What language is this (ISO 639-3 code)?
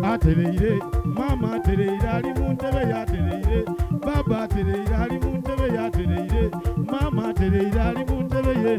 xog